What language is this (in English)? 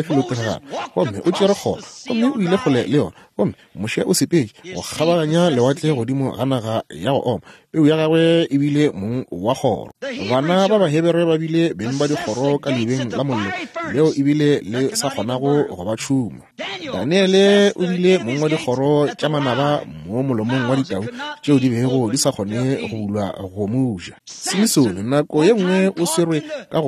Northern Sotho